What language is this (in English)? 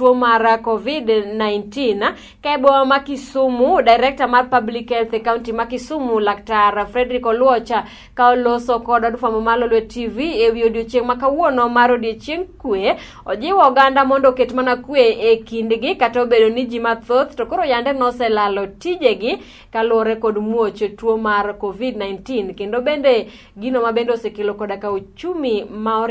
Luo (Kenya and Tanzania)